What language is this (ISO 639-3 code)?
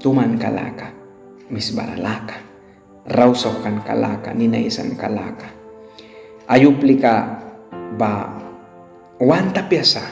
miq